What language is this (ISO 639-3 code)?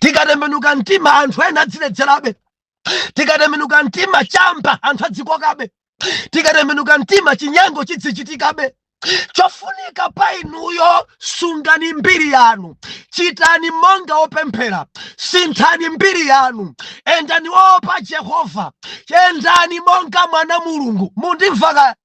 nya